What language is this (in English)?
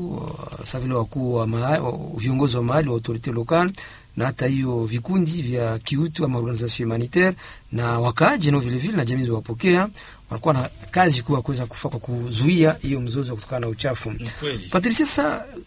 Swahili